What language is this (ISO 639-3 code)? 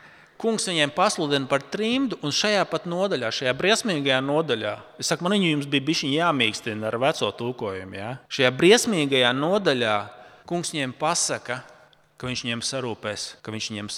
lav